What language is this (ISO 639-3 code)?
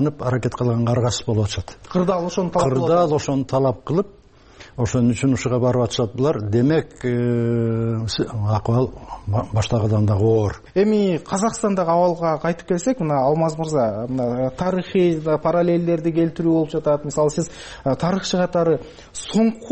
kir